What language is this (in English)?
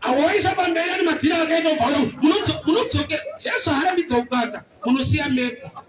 Shona